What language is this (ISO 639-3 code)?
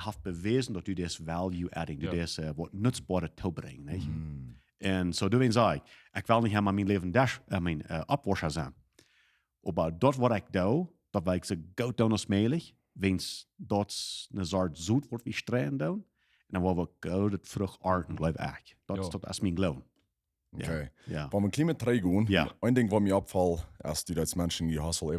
pdt